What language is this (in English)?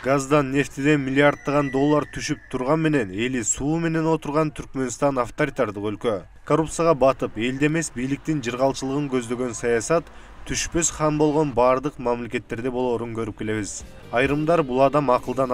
Kyrgyz